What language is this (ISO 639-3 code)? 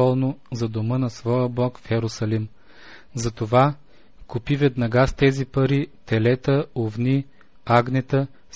bul